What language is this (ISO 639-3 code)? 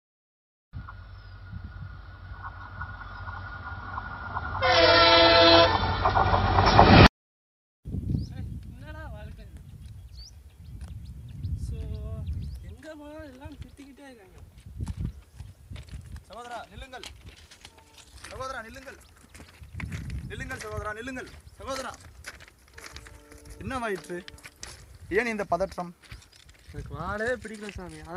tam